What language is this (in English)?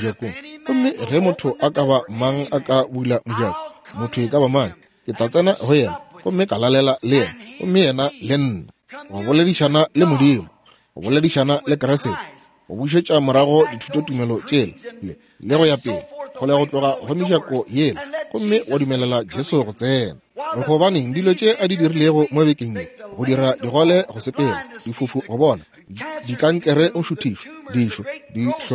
Northern Sotho